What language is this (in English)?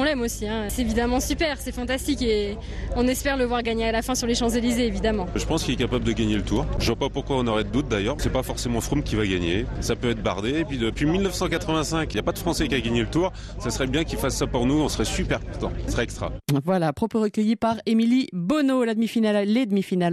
French